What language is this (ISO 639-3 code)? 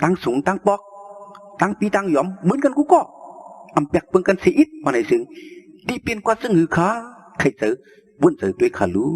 shn